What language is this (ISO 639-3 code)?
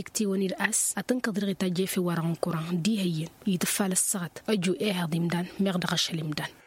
taq